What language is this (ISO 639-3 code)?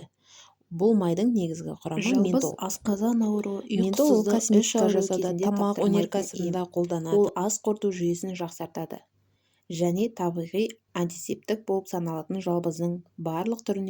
kaz